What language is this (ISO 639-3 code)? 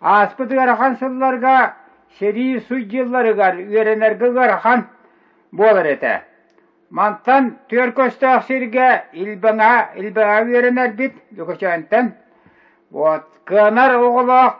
sah